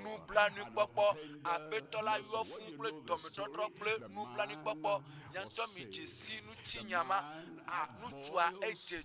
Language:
Ewe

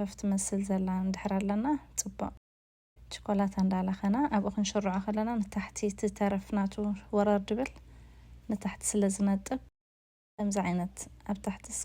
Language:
Tigrinya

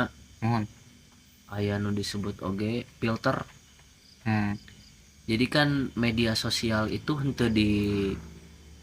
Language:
Sundanese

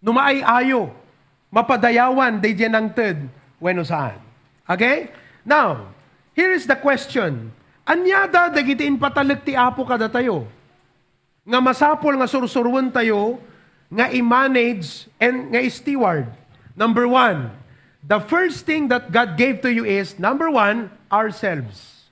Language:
Iloko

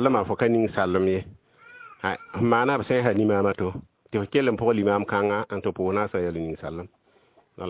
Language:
Mossi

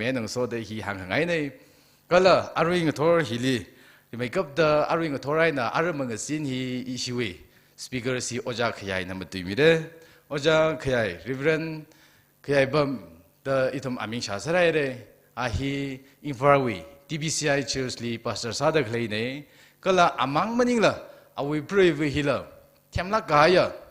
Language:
Tangkhul Naga (India)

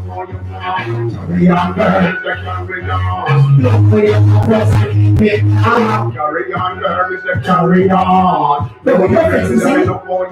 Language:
Jamaican Creole English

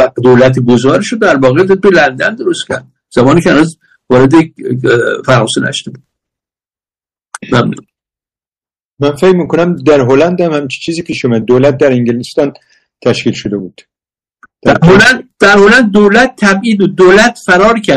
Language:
Persian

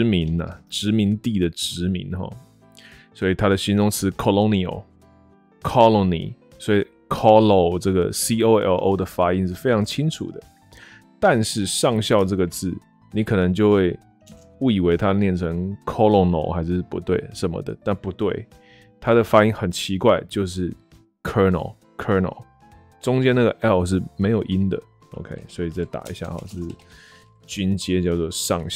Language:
Chinese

